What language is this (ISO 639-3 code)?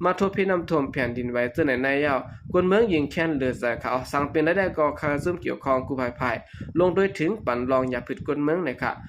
shn